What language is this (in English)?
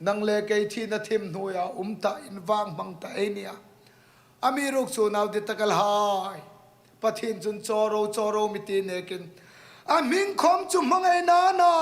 Hmar